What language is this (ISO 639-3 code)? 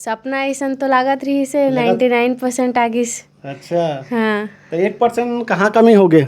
hne